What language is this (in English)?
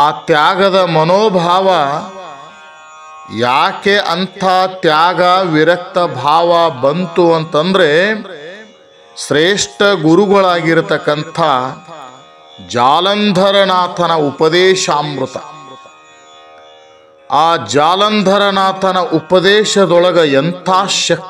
Kannada